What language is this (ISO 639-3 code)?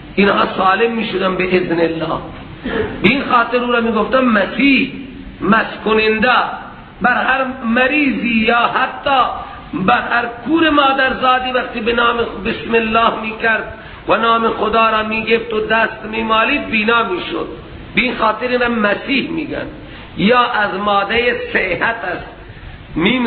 fas